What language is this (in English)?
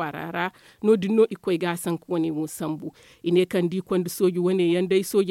Zarma